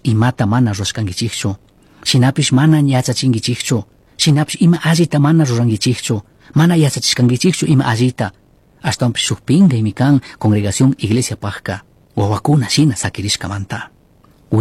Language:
Chimborazo Highland Quichua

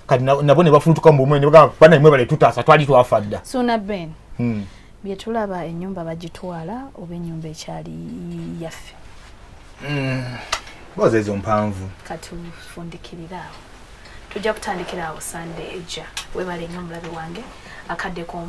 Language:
Ganda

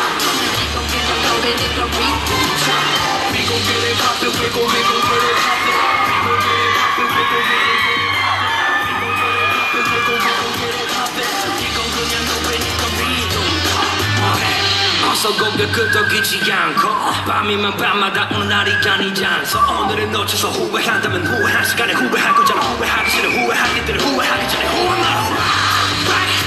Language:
Korean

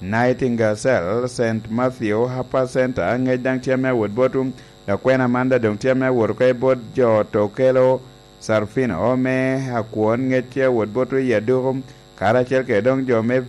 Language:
Lango (Uganda)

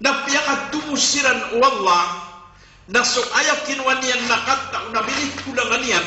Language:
Maranao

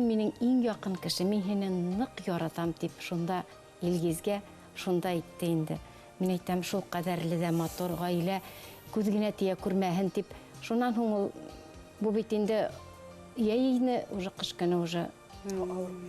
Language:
Bashkir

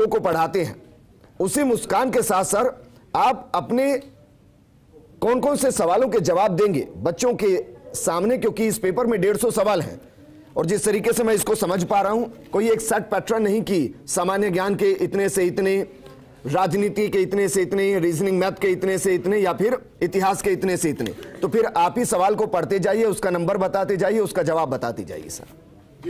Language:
Hindi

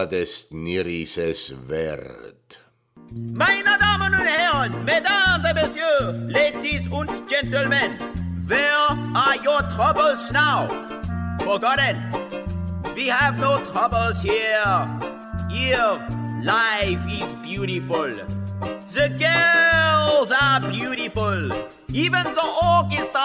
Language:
Estonian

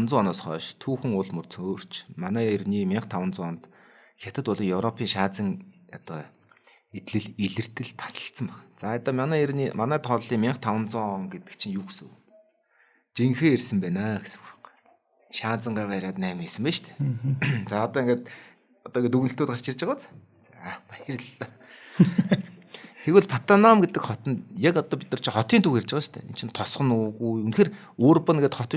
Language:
Mongolian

